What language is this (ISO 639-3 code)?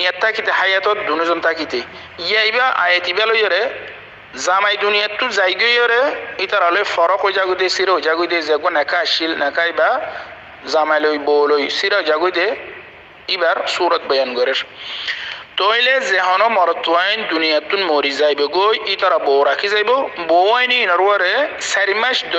rhg